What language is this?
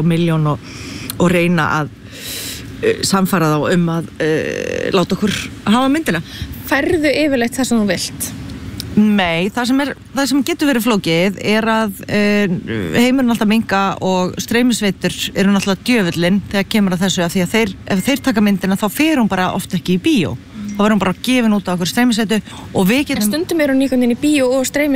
Icelandic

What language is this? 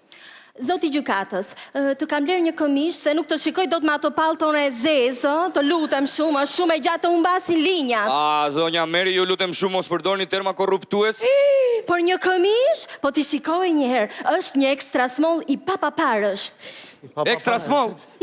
Albanian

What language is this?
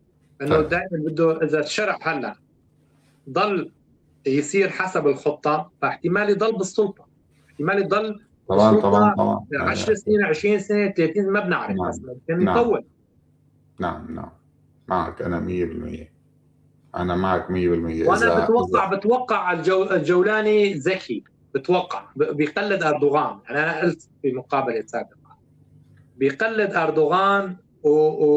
North Levantine Arabic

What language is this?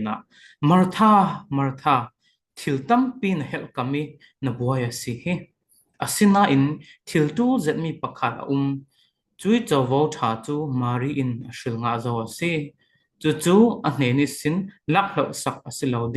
Falam Chin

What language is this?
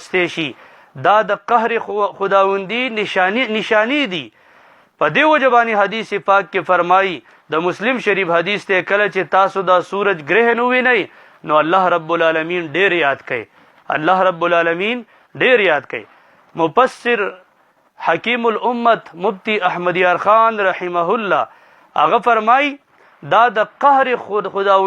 Pashto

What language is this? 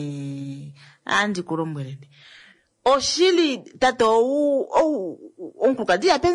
Kuanyama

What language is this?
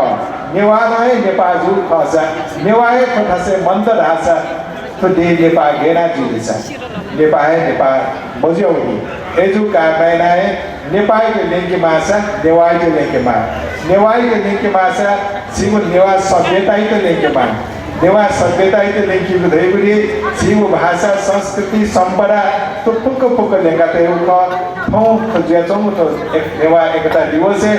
Newari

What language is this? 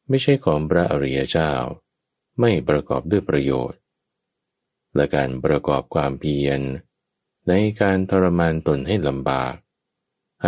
Thai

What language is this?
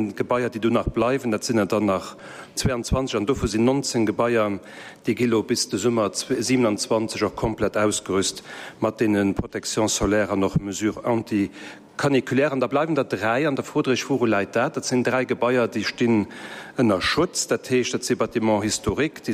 Luxembourgish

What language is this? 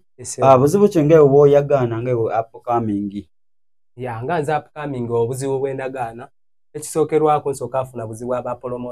Soga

